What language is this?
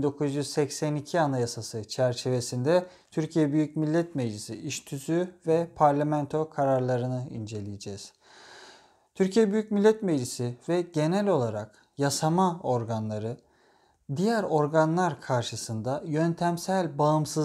Turkish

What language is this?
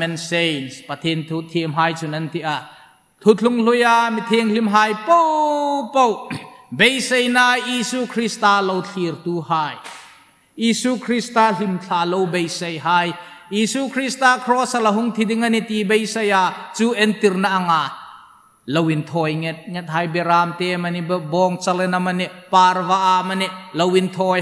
Hmar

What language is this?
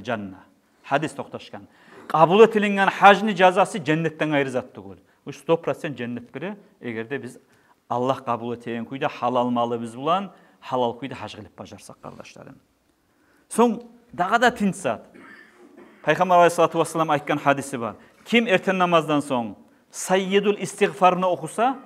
Kumyk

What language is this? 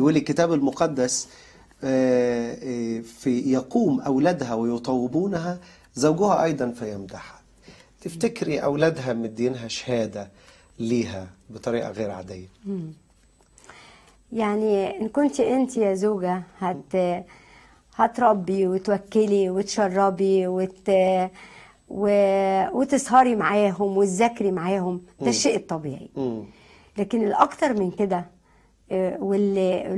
Egyptian Arabic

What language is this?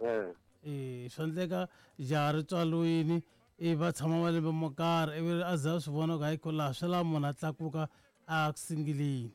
Tsonga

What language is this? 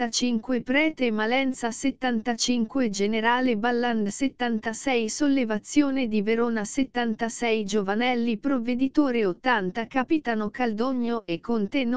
Italian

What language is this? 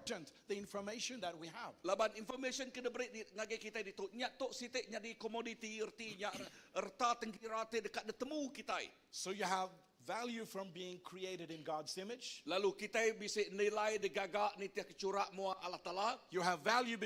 Iban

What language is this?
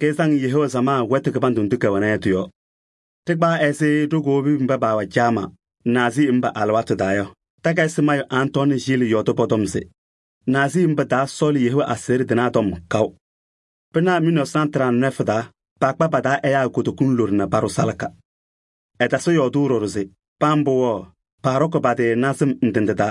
Kabiyè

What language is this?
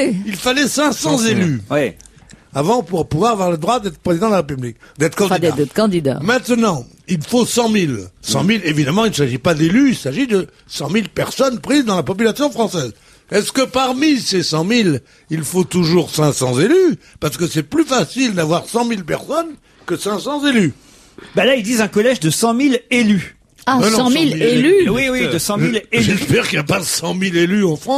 French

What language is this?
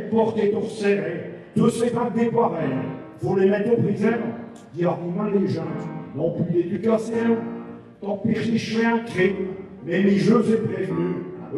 Picard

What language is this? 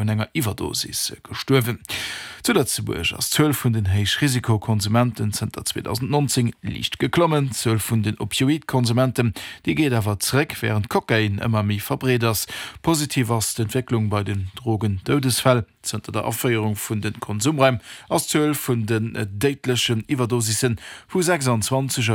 Luxembourgish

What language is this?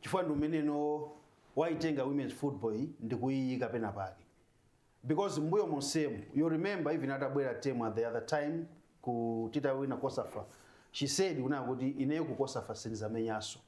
Nyanja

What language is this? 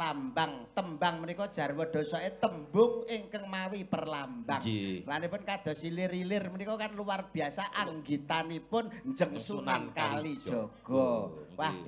Javanese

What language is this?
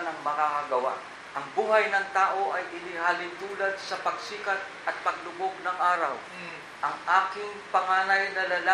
Filipino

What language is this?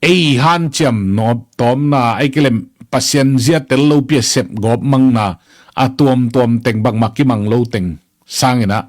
Tedim Chin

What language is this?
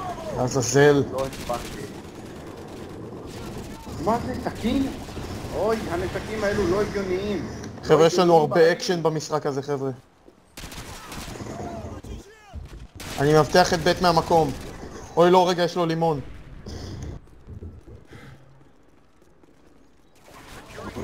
Hebrew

